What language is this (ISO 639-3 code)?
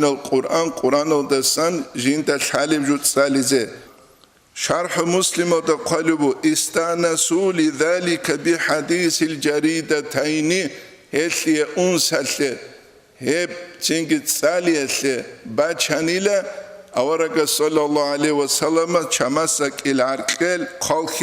ava